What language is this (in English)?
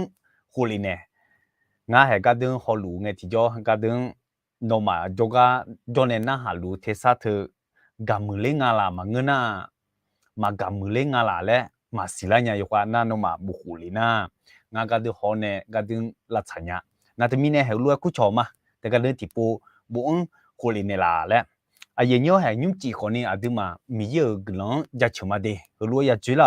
Akha